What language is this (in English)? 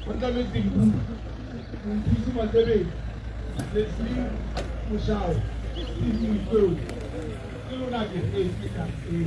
Tswana